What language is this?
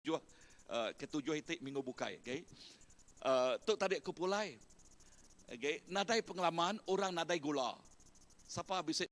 Iban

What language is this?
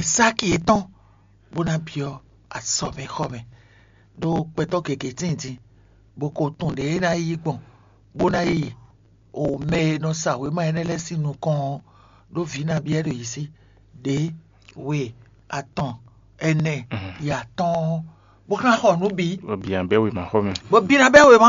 Fon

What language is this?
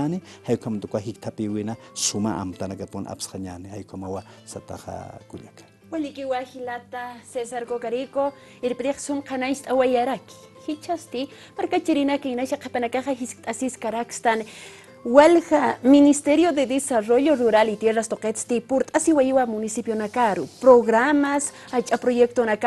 Aymara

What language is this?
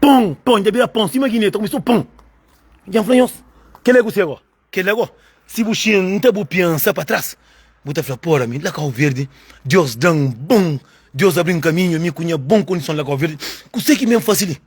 Kabuverdianu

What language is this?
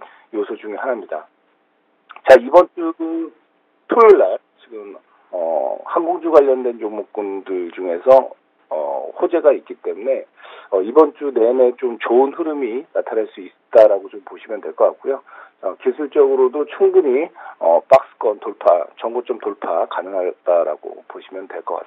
Korean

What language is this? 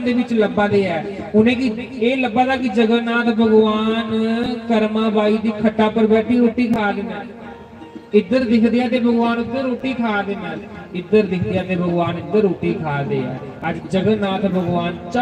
Dogri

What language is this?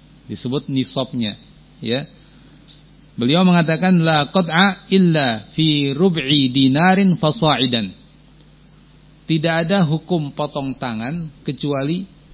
Indonesian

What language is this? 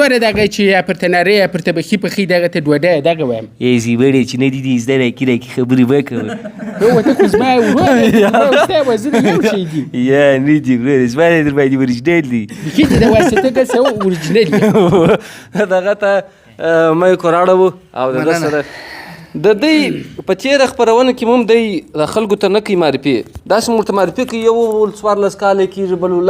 Pashto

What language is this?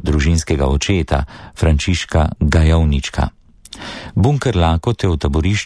Slovenian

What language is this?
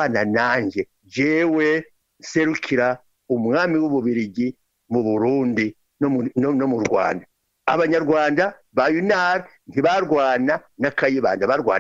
Rundi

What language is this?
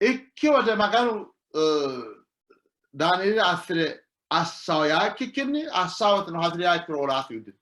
Sidamo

